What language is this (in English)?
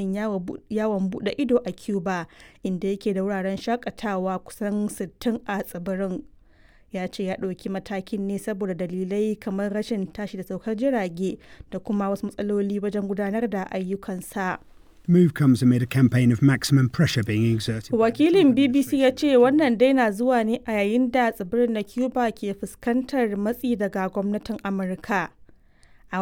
Hausa